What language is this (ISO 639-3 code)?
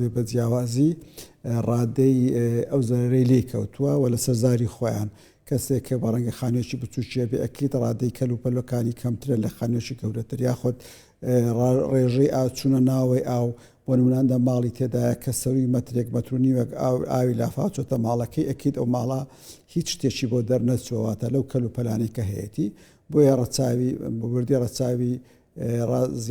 ckb